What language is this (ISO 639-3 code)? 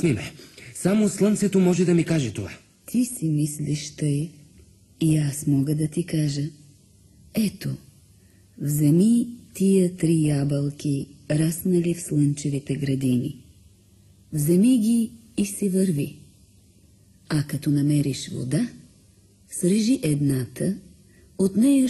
bul